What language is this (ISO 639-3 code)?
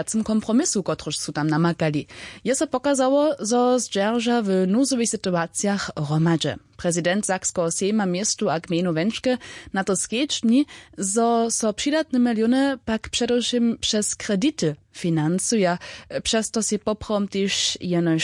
hsb